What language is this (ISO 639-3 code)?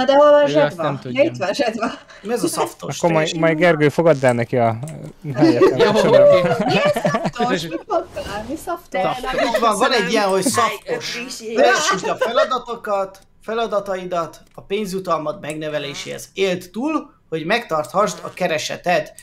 hun